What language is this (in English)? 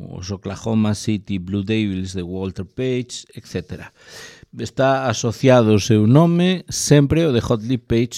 Galician